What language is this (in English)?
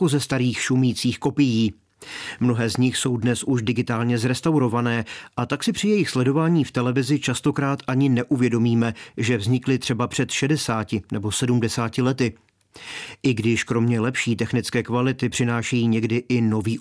Czech